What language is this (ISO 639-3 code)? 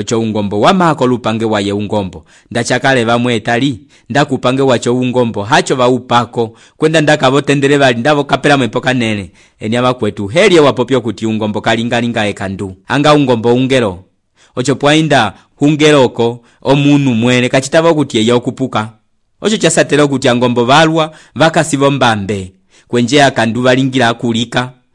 umb